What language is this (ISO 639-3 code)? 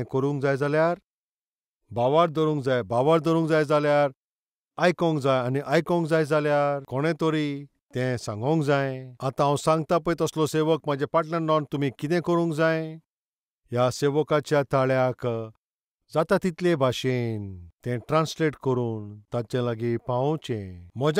kok